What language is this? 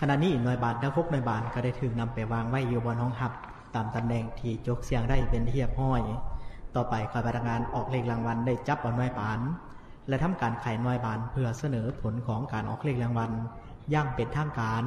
Lao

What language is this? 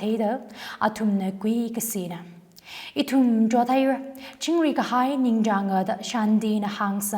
Tangkhul Naga (India)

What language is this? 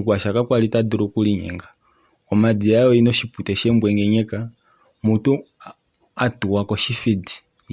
Kuanyama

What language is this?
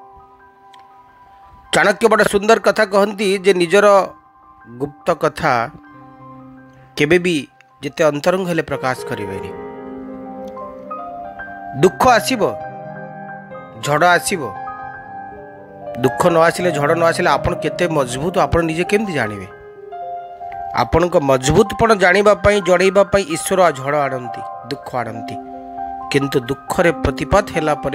Odia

